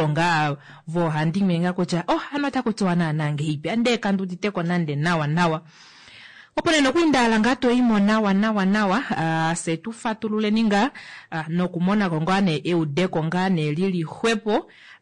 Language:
Kuanyama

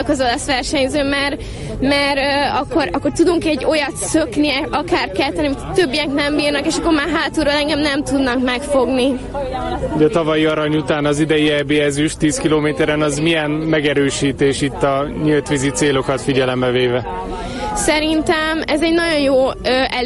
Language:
Hungarian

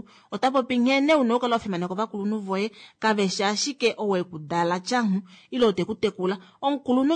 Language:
Kuanyama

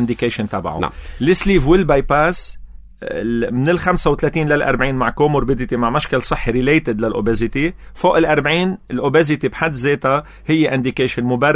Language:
North Levantine Arabic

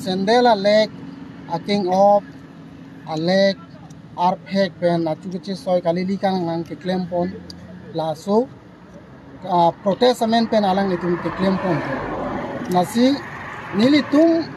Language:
Karbi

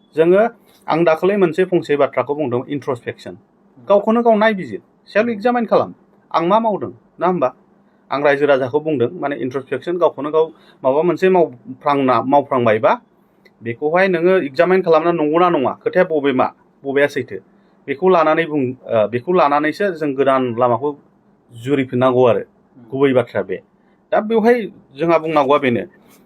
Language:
Bodo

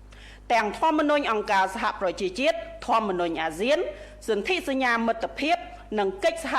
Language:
Khmer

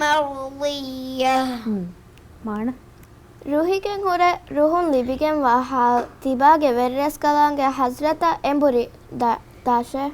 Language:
Divehi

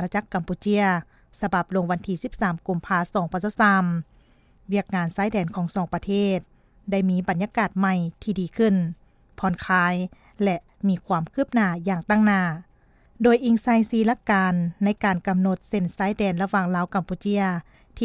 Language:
Lao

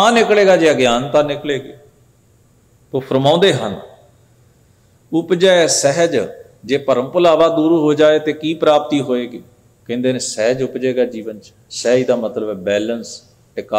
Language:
Punjabi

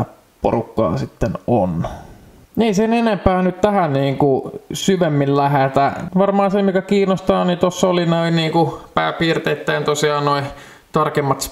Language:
Finnish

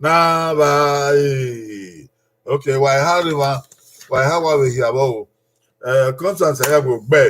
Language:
Bini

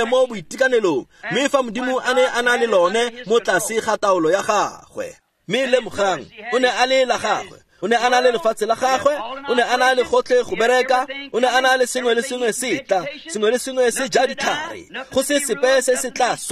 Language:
Tswana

